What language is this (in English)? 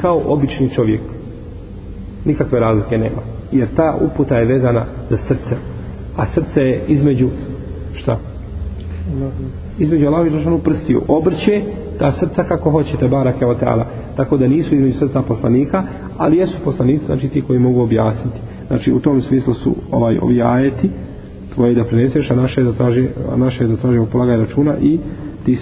Bosnian